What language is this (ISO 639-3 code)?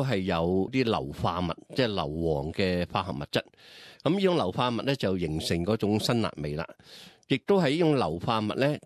yue